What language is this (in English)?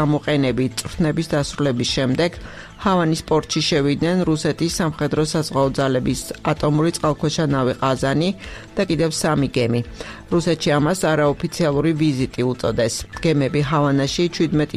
Georgian